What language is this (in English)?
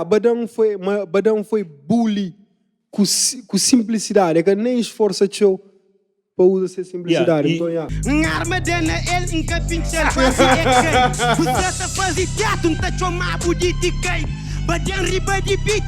Kabuverdianu